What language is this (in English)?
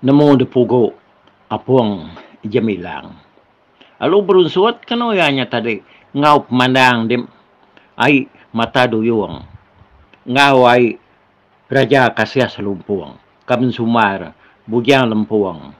Iban